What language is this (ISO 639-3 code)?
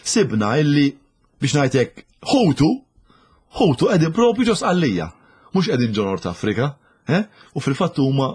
mlt